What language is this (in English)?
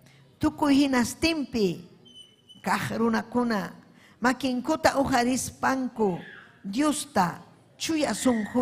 Ayacucho Quechua